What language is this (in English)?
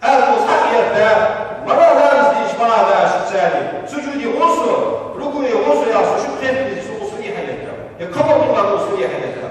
Ingush